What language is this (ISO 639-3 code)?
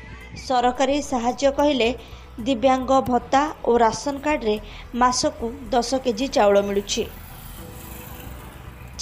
ori